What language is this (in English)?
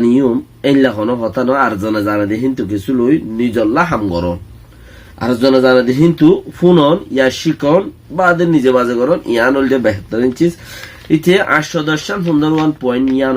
Rohingya